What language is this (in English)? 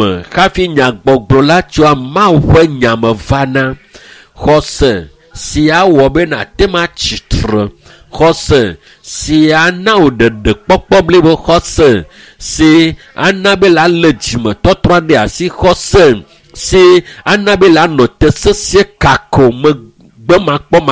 Ewe